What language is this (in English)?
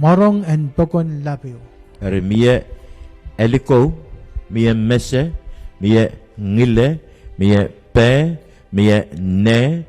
Pohnpeian